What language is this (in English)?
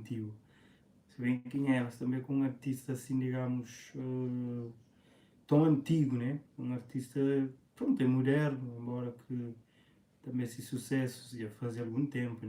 Kabuverdianu